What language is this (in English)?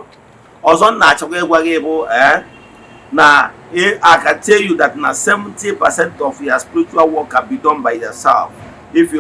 Igbo